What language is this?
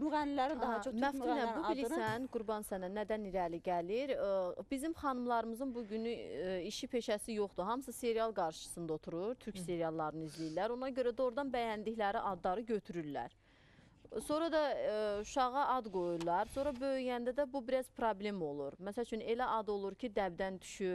Azerbaijani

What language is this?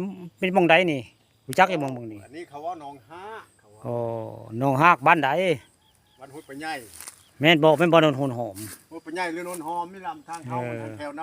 Northeastern Thai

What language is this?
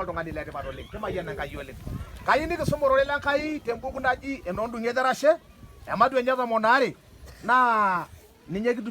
Masai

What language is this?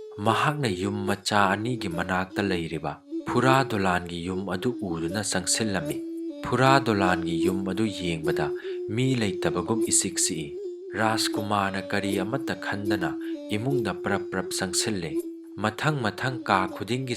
Manipuri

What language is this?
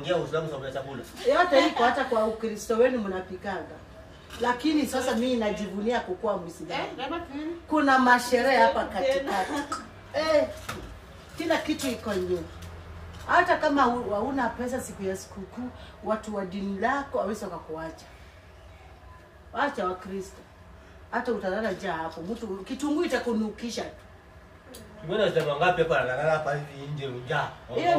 Swahili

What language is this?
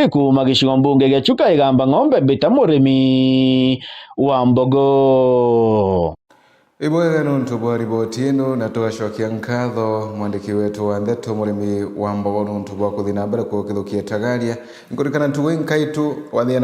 Meru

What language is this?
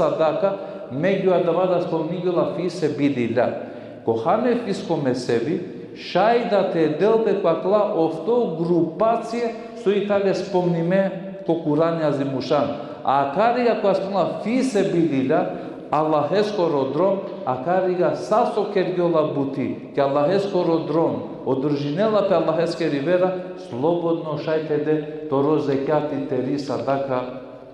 Balkan Romani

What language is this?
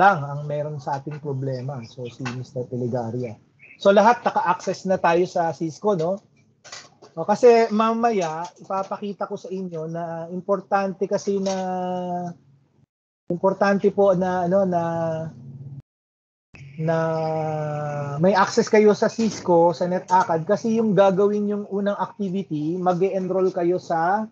Filipino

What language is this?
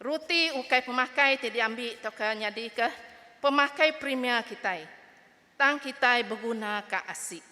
Iban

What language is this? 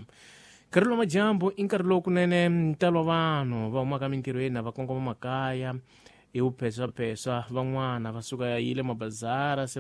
Tsonga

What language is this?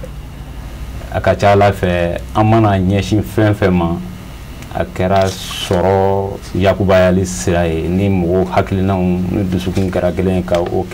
Bambara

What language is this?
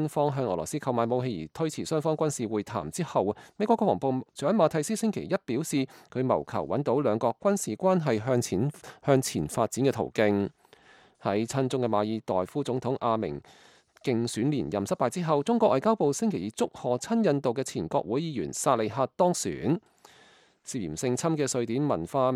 Cantonese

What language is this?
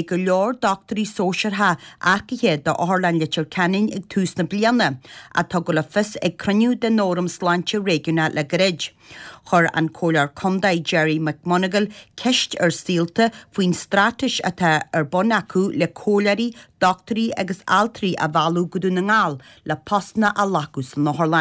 Irish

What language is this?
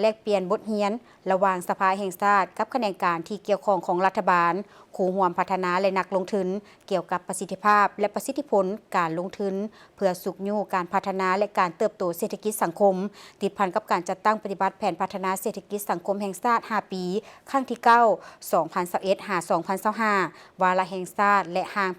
Lao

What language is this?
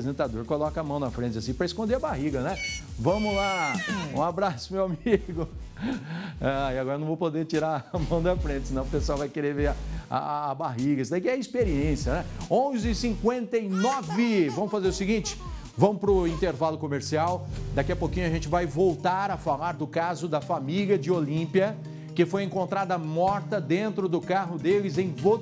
Portuguese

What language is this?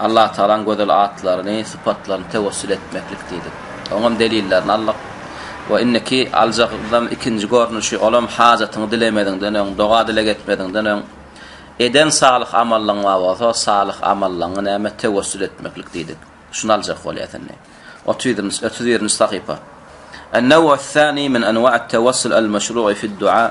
Turkmen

